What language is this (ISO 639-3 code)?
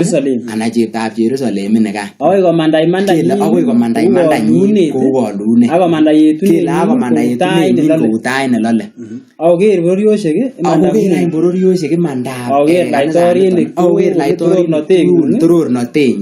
kln